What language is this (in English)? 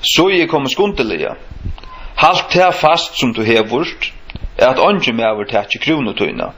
Faroese